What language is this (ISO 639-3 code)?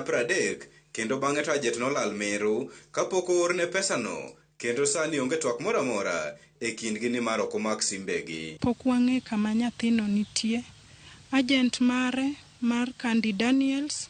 luo